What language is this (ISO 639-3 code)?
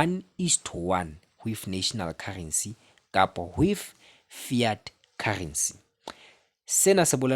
sot